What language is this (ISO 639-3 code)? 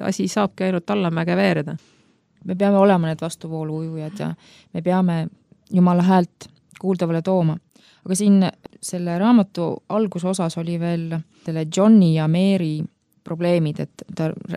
est